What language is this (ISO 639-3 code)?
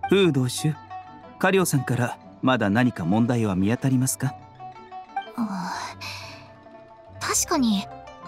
jpn